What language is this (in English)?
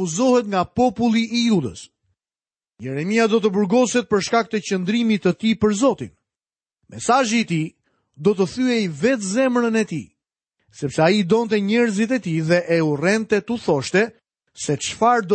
Albanian